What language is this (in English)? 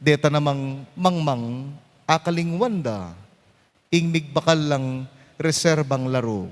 Pampanga